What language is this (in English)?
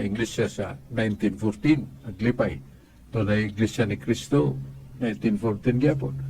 Cebuano